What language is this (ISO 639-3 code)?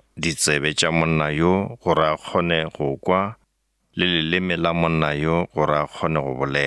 nso